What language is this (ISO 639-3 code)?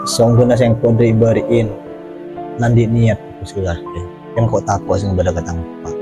mad